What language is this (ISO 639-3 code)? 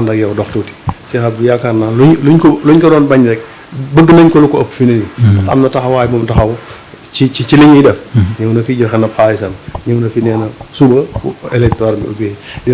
wol